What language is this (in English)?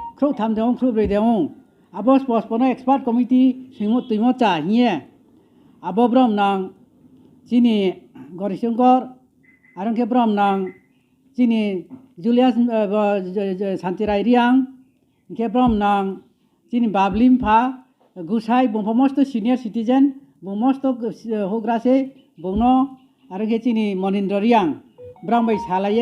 Riang (India)